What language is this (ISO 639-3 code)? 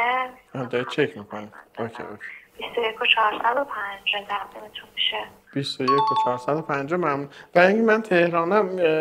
fas